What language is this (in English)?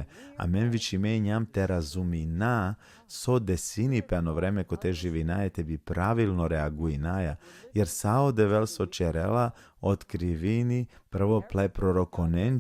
Balkan Romani